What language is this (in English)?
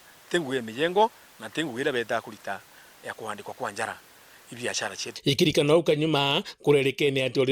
Meru